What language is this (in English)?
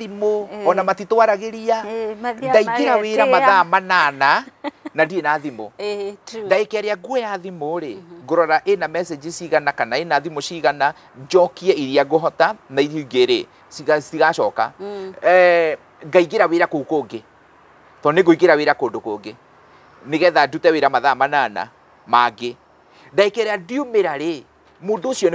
Kikuyu